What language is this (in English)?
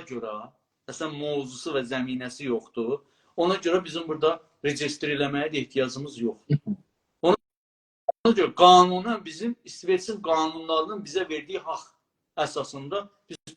South Azerbaijani